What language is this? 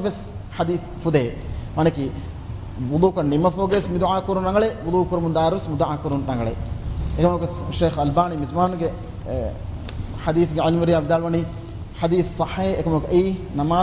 Divehi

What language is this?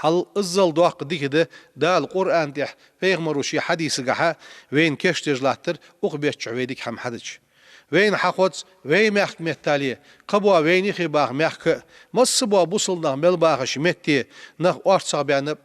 Ingush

